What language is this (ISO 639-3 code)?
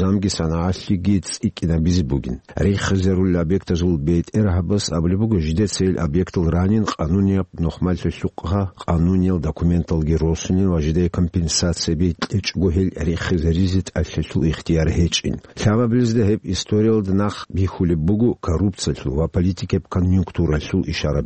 ava